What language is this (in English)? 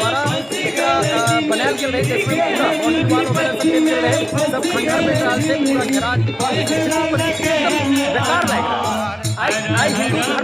Maithili